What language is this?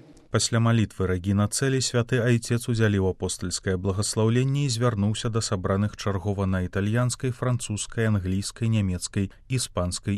Belarusian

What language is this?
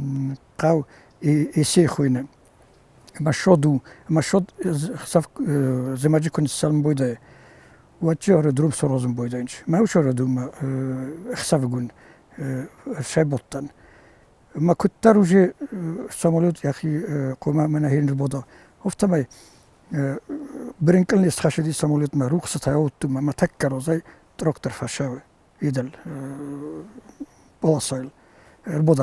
Ossetic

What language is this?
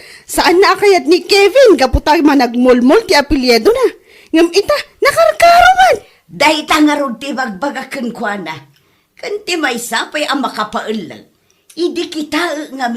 Iloko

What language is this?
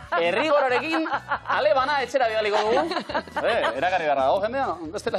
Basque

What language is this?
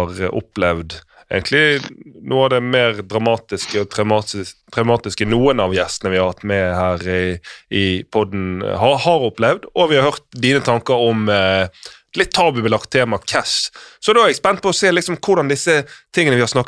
Norwegian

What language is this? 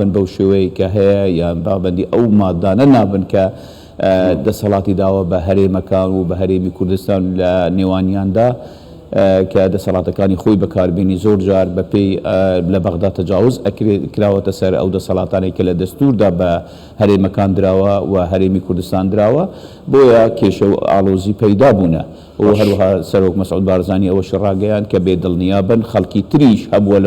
Central Kurdish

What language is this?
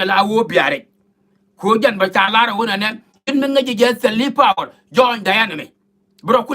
Nuer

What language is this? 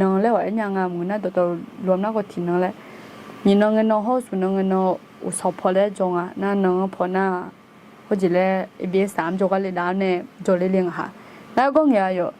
Akha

